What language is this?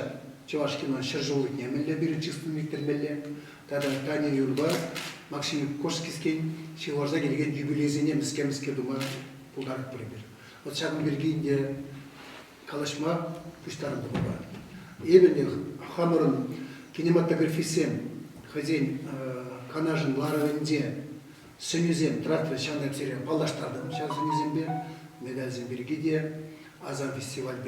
Chuvash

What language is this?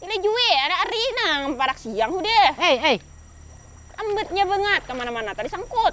Banjar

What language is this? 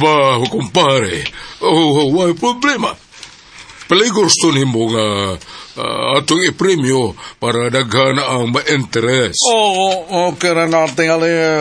Cebuano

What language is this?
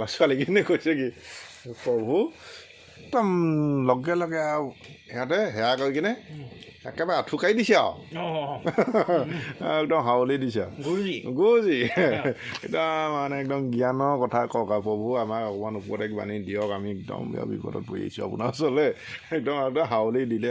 Assamese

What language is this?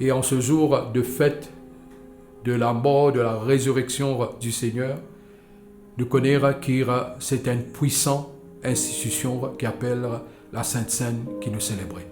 Morisyen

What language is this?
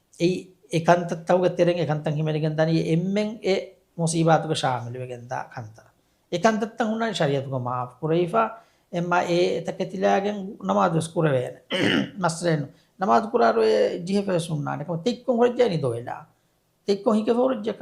Divehi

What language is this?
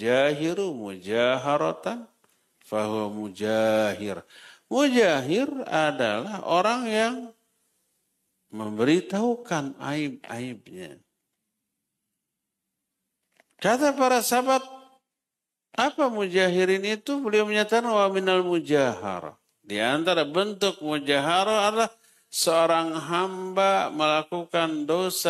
Indonesian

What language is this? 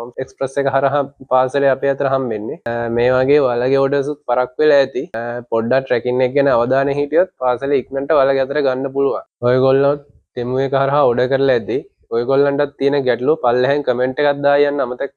Sinhala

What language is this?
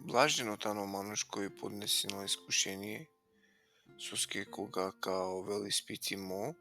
Balkan Romani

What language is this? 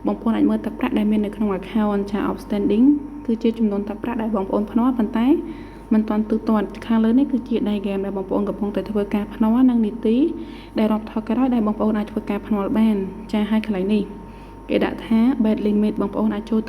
Khmer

